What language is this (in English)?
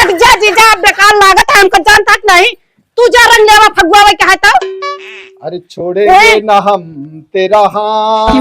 Awadhi